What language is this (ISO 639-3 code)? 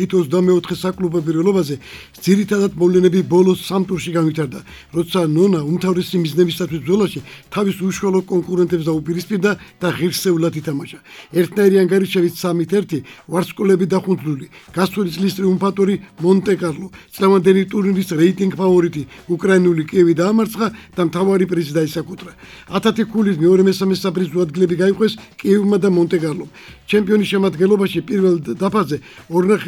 kat